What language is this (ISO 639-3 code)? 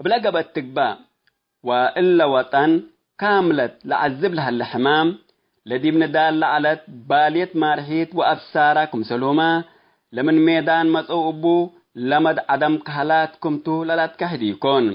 tig